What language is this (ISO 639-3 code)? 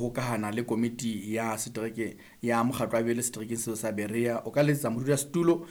sot